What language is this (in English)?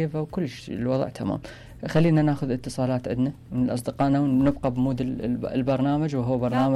Mesopotamian Arabic